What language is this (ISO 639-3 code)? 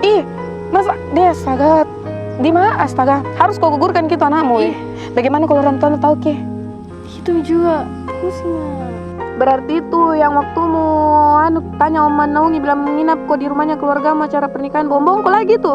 mfp